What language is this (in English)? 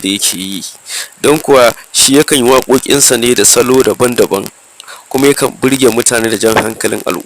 Hausa